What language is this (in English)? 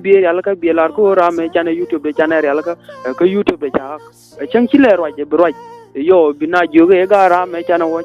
Nuer